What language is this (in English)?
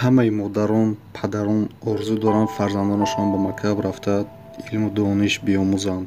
Tajik